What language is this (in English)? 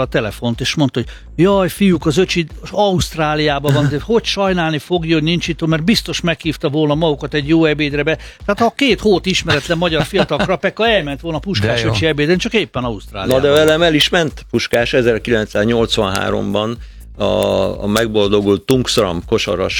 Hungarian